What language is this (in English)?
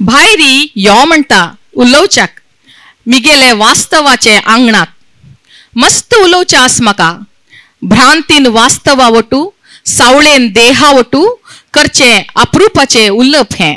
Konkani